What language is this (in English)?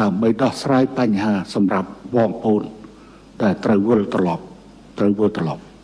Khmer